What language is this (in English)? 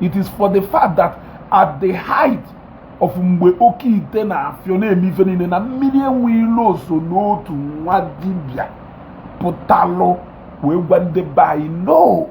Igbo